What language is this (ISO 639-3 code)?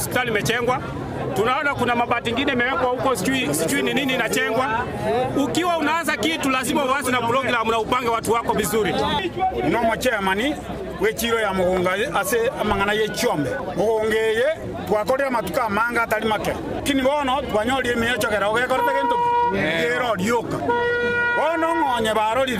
guz